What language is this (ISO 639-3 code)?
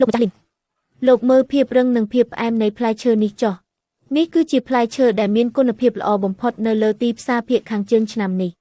khm